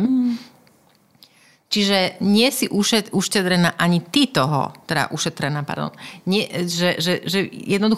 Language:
Slovak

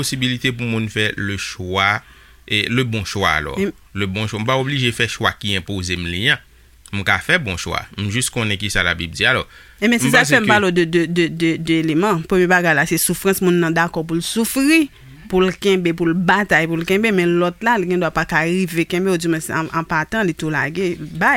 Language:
Haitian Creole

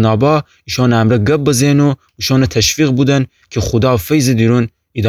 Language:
Gilaki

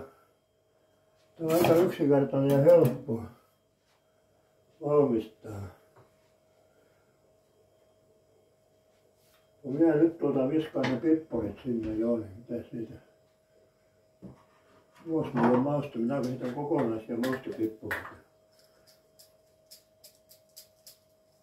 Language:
Finnish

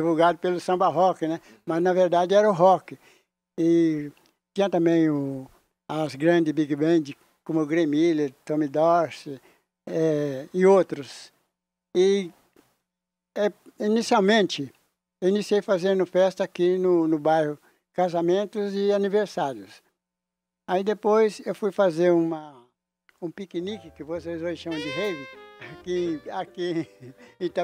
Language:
Portuguese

